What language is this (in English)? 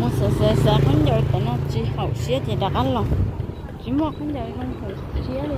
Hmong